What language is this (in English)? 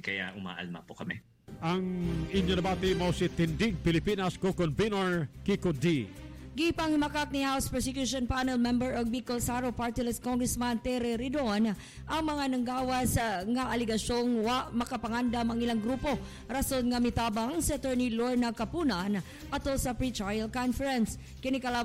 Cebuano